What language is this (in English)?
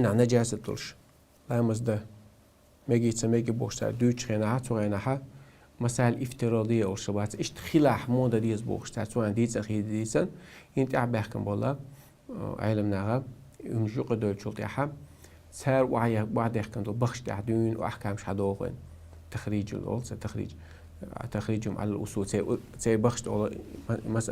Chechen